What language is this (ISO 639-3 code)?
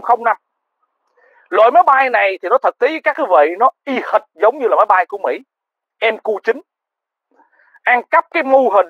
vie